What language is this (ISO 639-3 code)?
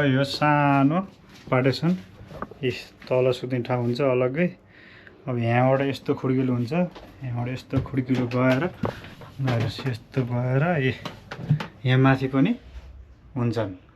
nep